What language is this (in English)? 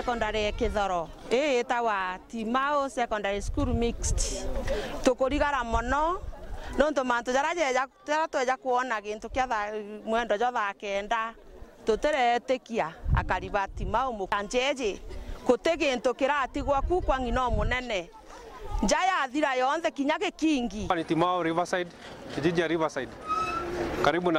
Meru